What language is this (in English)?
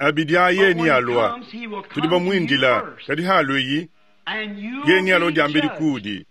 Luba-Lulua